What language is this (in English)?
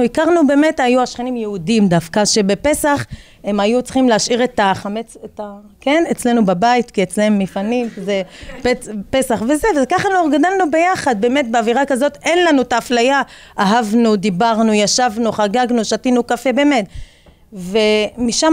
Hebrew